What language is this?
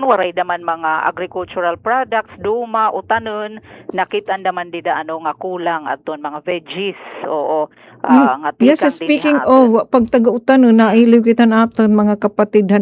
Waray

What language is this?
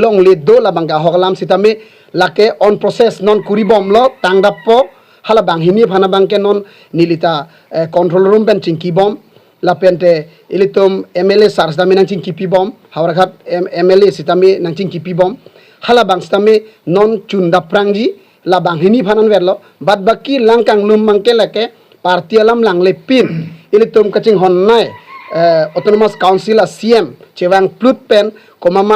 Karbi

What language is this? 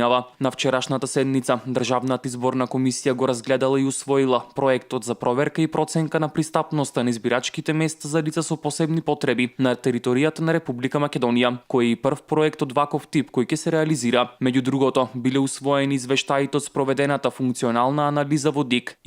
Macedonian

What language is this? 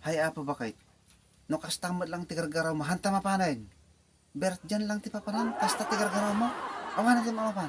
Iloko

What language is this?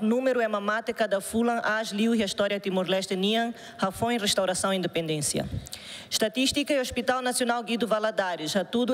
Tetum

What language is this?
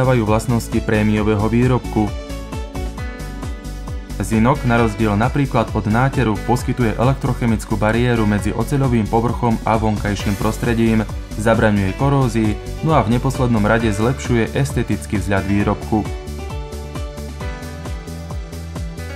Slovak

